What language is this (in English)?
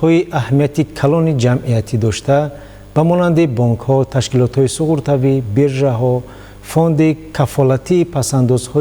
Tajik